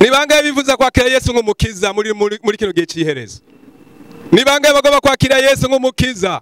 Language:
Rundi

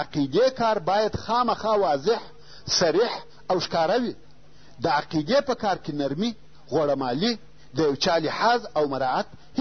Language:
Pashto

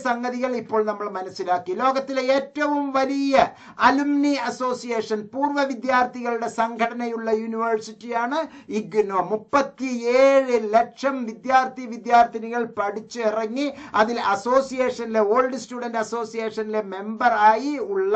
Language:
Malayalam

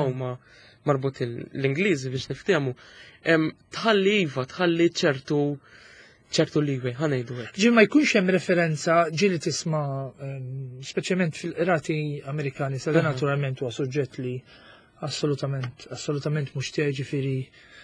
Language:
Maltese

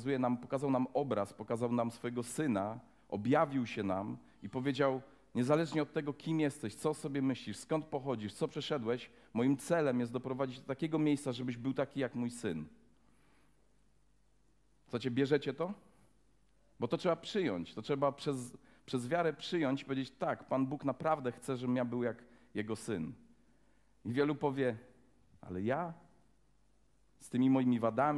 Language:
Polish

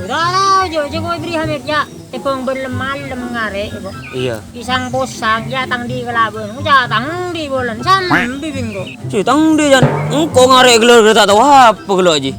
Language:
Madurese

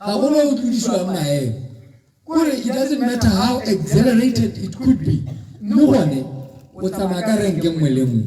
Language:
Tswana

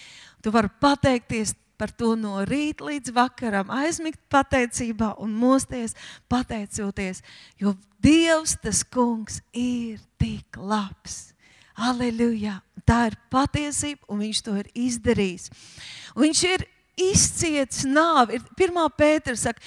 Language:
Latvian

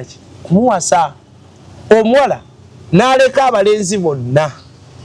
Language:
Ganda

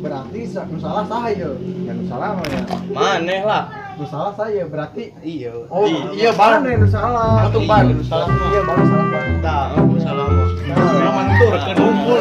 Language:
Sundanese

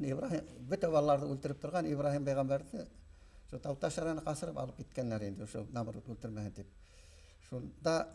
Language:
Bashkir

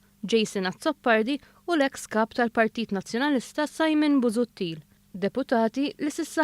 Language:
Maltese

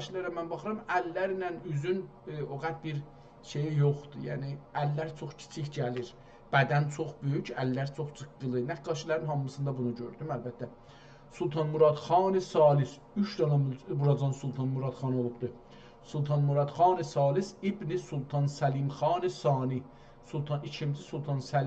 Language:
South Azerbaijani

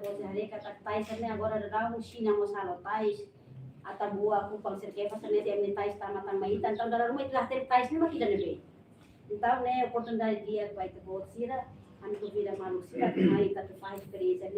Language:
Tetum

